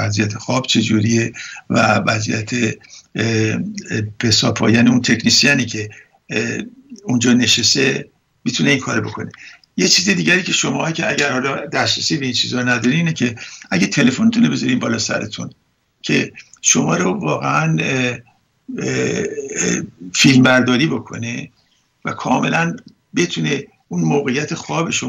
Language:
Persian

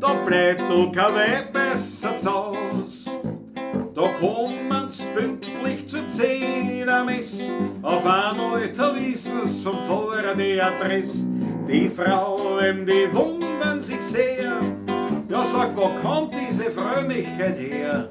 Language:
Bavarian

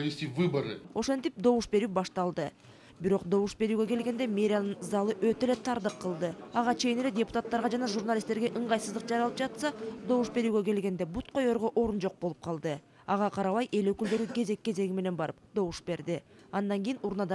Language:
Kyrgyz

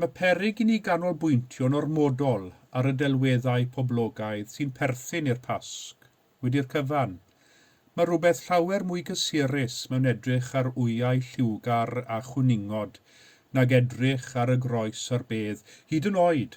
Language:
Welsh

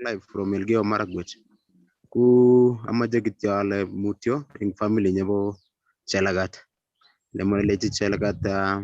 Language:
Kalenjin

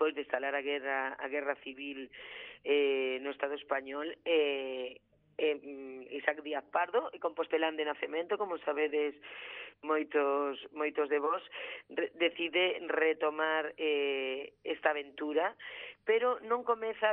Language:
Galician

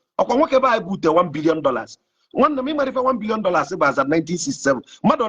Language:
Igbo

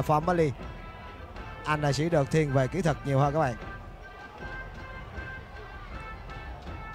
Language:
Vietnamese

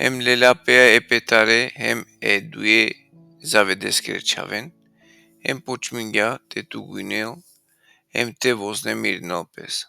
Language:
Balkan Romani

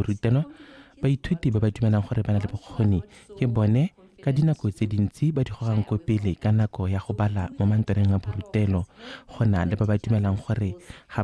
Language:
Tswana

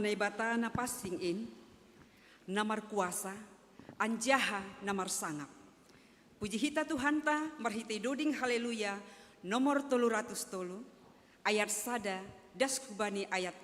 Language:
Batak Simalungun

